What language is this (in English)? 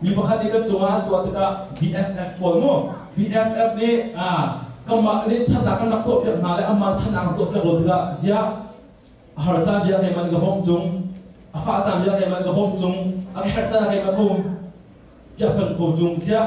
Hakha Chin